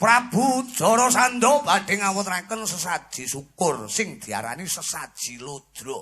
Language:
Javanese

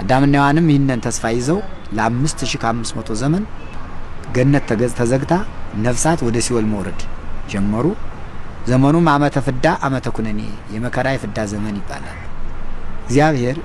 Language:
Amharic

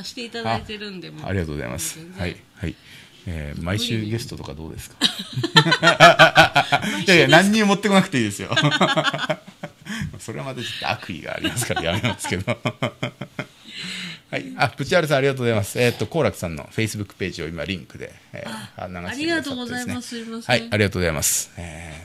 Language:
Japanese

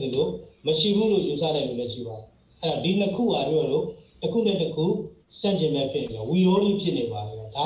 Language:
Burmese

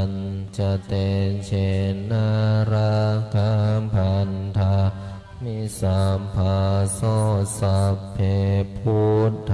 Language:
Pali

